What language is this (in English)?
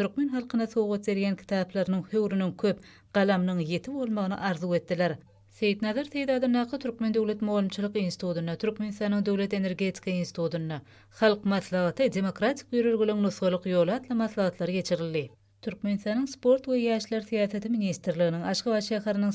Turkmen